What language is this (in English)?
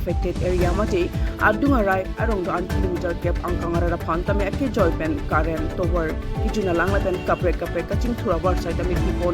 Karbi